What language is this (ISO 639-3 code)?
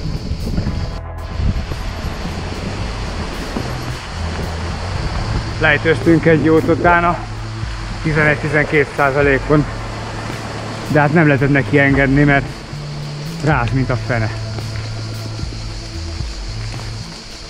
hun